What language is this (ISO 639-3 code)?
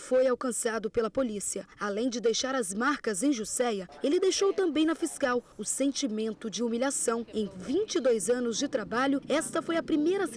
por